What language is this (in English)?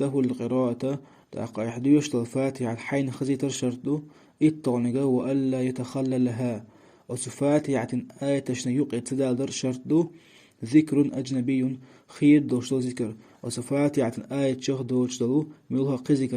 Chechen